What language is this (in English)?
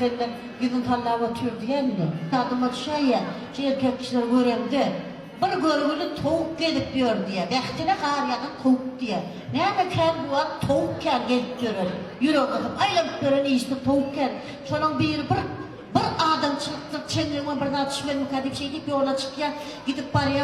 Turkmen